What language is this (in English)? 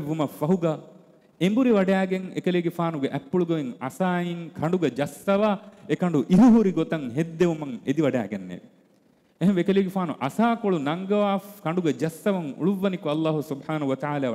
Divehi